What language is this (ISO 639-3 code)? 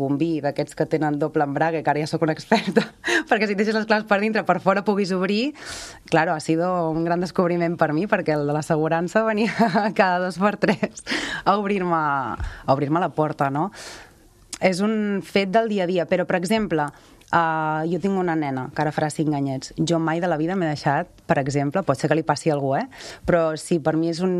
cat